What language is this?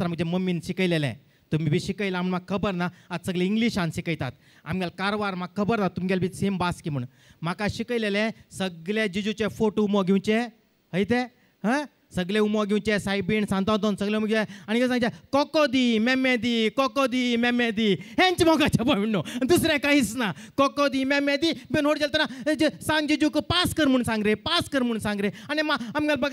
Konkani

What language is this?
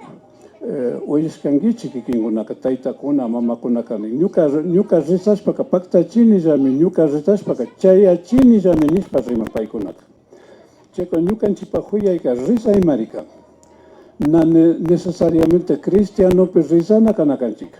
Imbabura Highland Quichua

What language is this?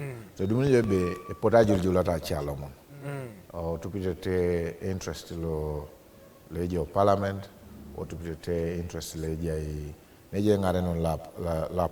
Teso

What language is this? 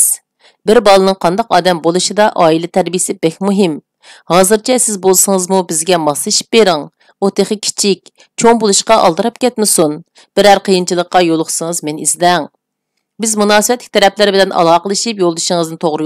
Uyghur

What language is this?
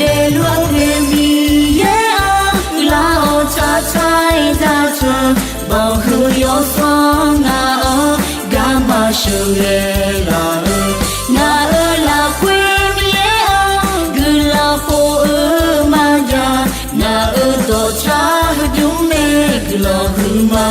Akha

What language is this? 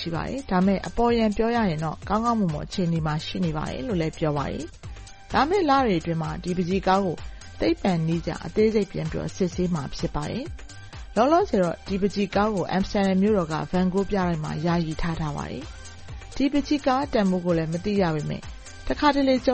Burmese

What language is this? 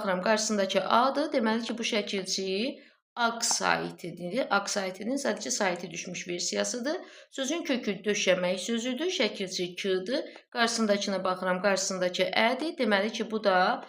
Azerbaijani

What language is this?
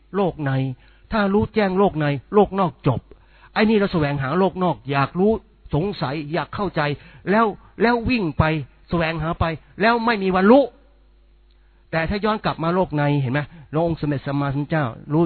Thai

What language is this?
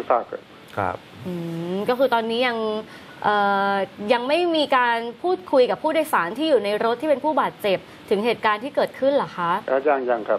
Thai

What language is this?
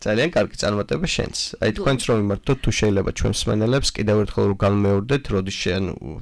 Georgian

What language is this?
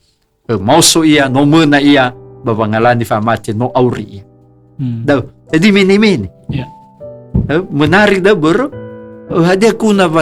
Nias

